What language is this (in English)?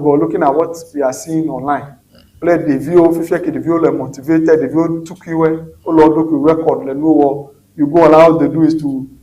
Ewe